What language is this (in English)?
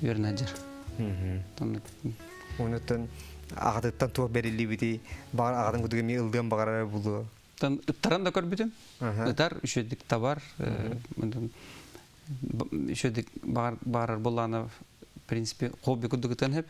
Yakut